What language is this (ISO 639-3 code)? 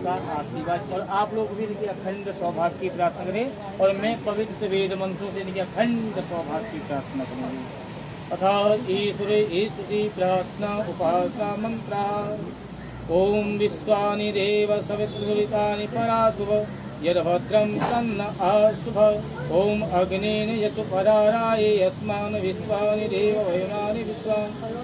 hin